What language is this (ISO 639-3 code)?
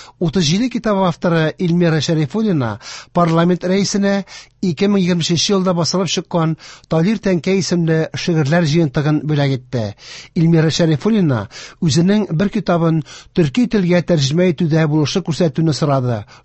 tat